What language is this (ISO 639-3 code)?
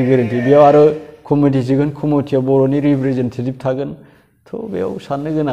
brx